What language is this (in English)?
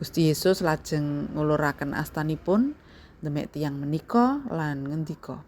Javanese